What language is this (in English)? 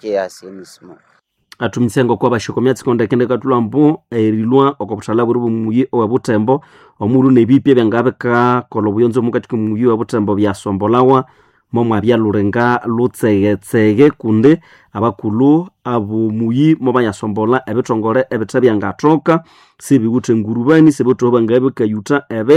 Nande